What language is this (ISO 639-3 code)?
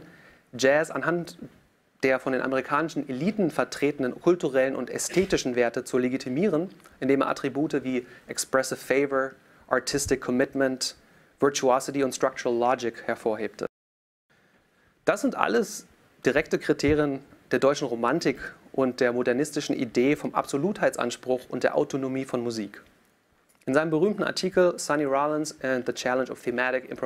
deu